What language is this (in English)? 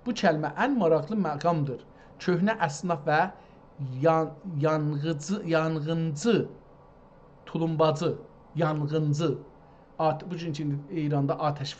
South Azerbaijani